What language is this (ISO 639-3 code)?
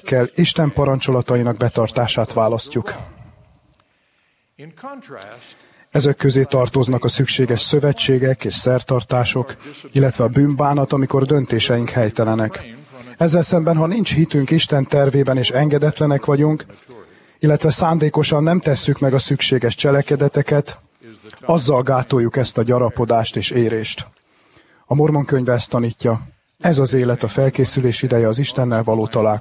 hun